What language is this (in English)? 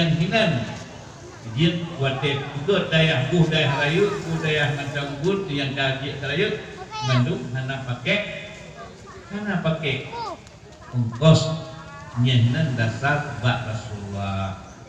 Achinese